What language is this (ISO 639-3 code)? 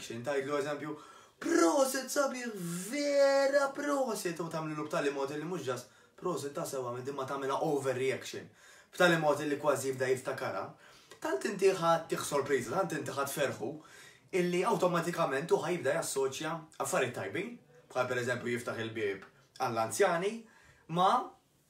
mlt